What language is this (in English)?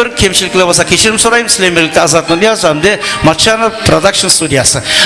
Kara-Kalpak